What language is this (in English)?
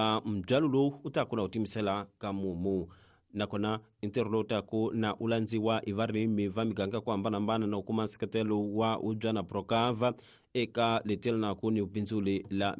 Tsonga